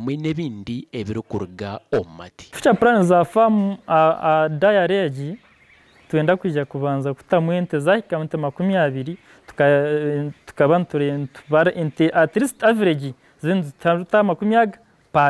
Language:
Nyankole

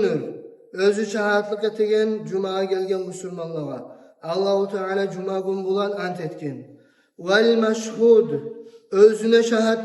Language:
Kumyk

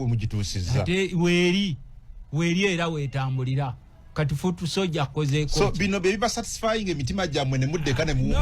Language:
Ganda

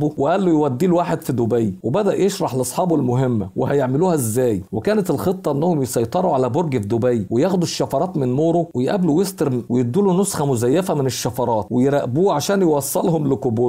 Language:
Egyptian Arabic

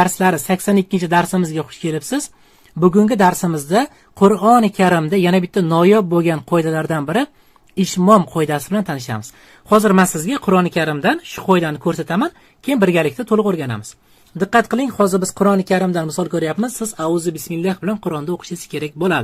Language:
Uzbek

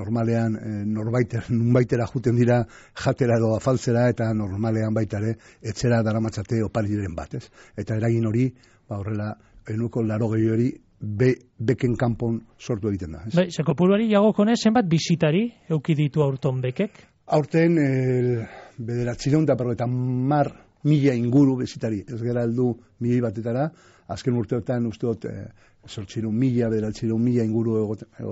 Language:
Basque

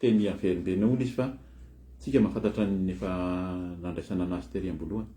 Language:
Malagasy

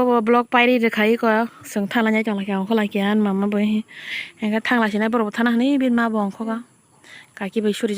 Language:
Kok Borok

